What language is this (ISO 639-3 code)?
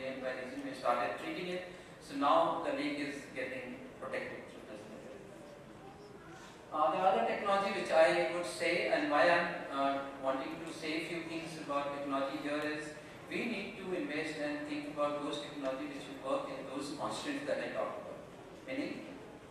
eng